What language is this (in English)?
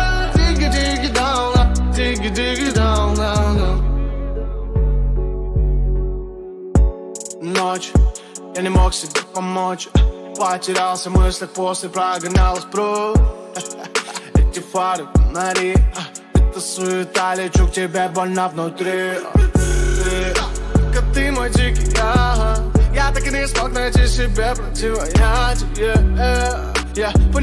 Russian